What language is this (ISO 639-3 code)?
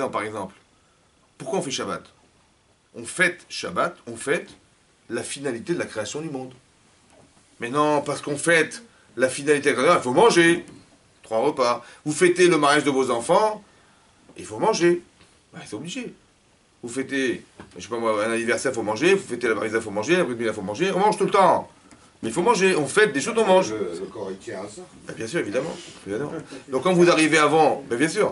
fra